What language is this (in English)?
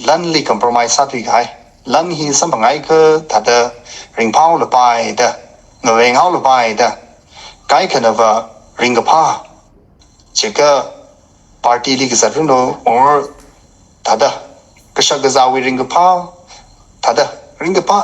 Tangkhul Naga (India)